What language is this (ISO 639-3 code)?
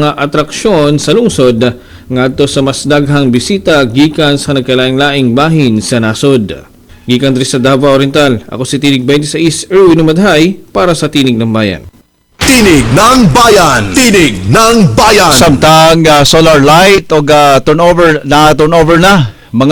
ceb